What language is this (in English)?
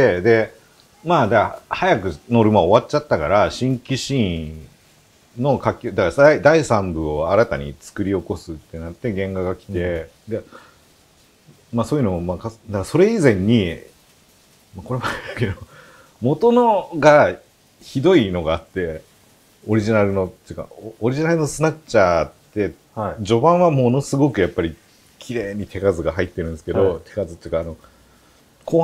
Japanese